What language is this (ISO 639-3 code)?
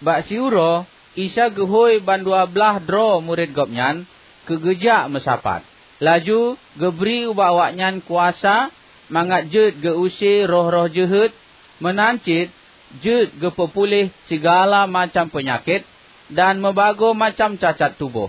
ace